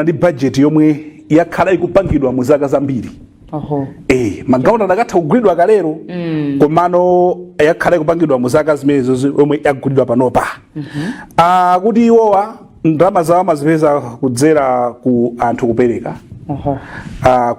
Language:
Nyanja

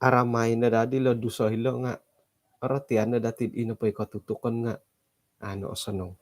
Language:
Central Dusun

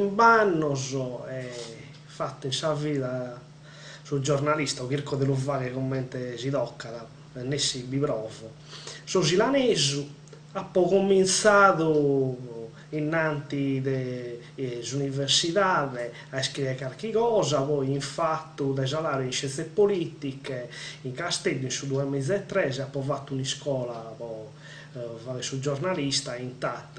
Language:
Sardinian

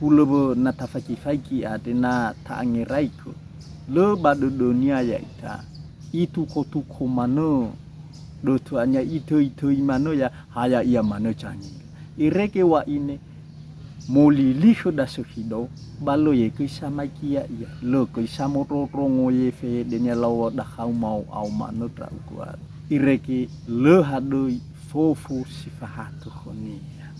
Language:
Nias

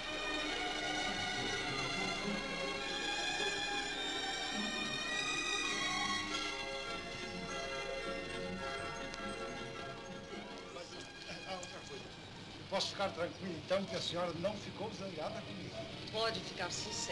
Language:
Portuguese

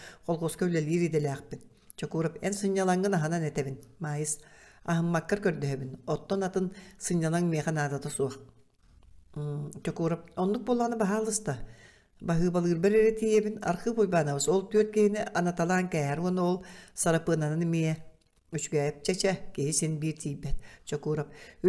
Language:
Yakut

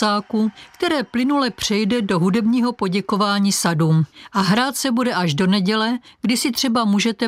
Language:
Czech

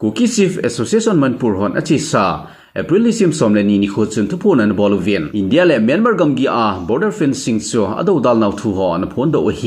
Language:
Thado Chin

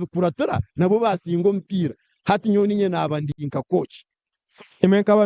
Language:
Nyankole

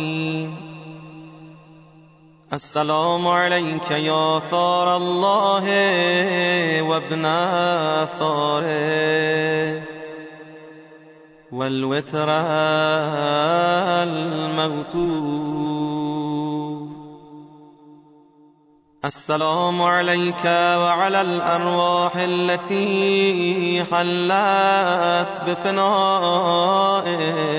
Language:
Persian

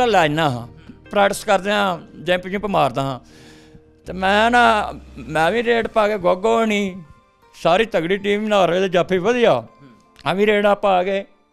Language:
Punjabi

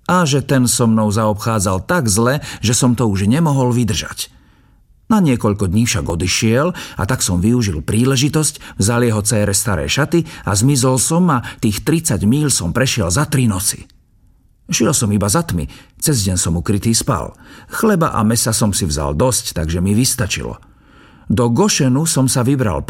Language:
Slovak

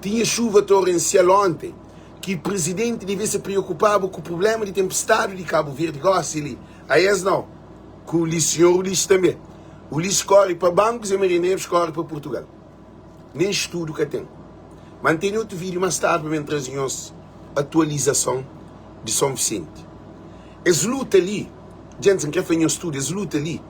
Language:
Kabuverdianu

